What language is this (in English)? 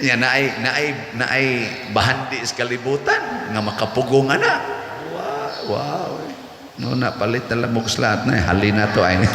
Cebuano